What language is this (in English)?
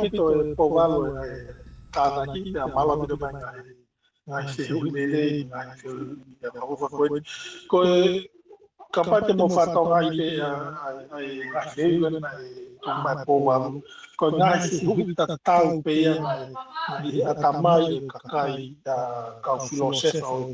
Tongan